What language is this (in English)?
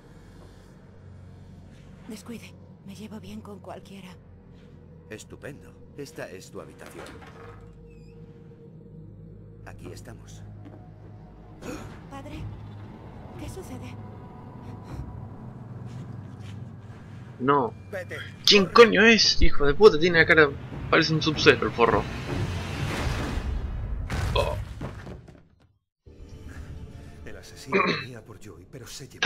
Spanish